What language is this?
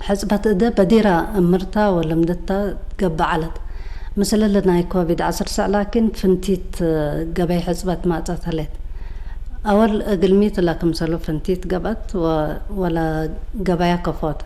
Tigre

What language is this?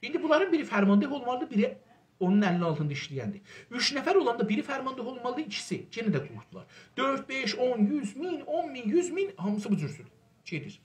South Azerbaijani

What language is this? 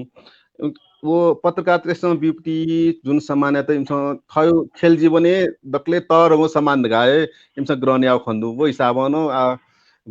Newari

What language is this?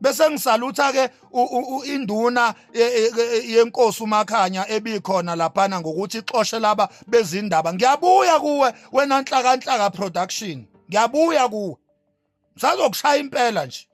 Zulu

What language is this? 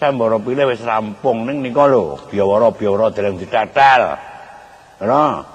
Javanese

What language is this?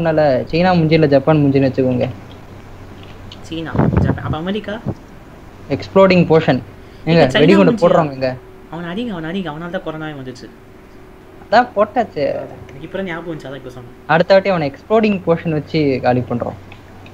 Tamil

